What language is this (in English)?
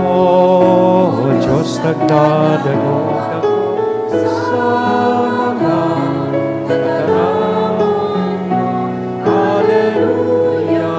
Bikol